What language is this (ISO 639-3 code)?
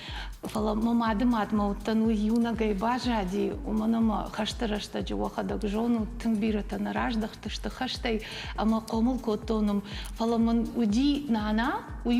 oss